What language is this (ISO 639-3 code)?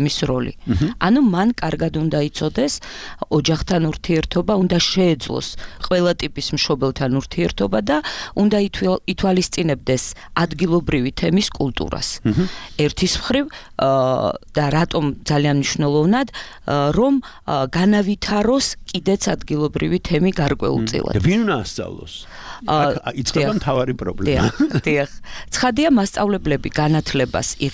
kat